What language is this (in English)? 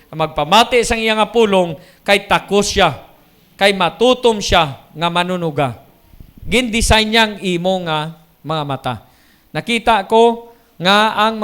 Hiligaynon